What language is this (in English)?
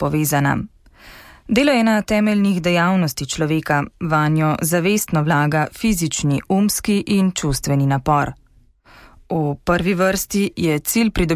Slovenian